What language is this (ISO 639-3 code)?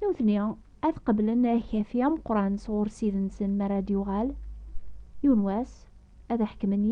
kab